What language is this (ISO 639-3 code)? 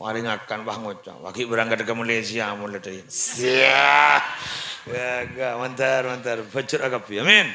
mad